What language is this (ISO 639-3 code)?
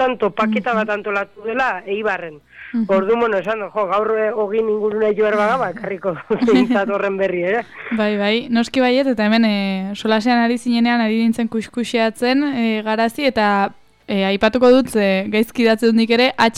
eus